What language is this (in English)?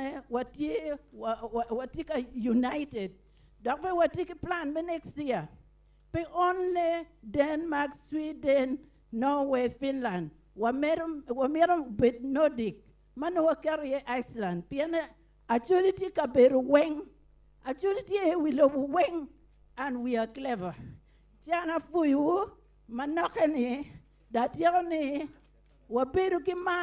Acoli